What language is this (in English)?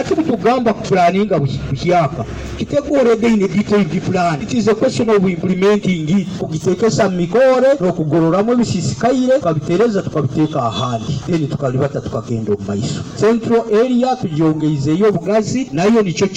Nyoro